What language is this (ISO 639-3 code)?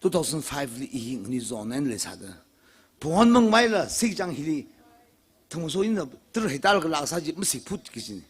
nmf